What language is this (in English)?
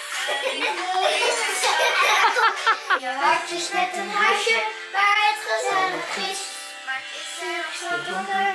Dutch